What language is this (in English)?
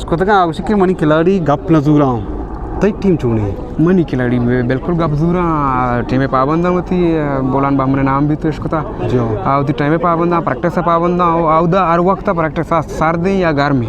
Eastern Balochi